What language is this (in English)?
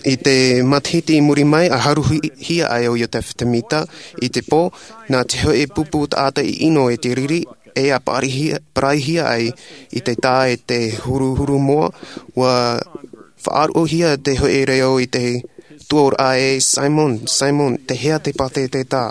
Tahitian